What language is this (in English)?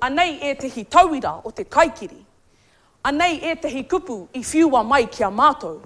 Māori